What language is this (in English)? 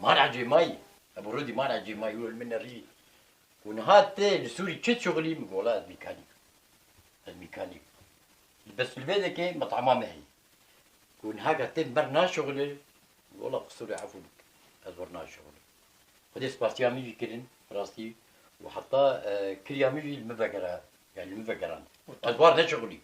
Kurdish